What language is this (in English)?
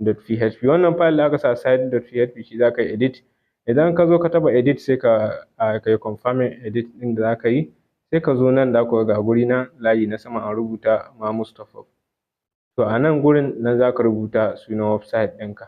Hausa